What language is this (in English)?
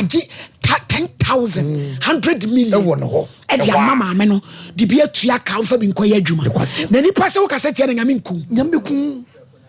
Akan